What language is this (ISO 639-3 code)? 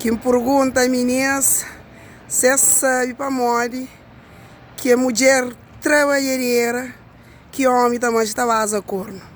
kea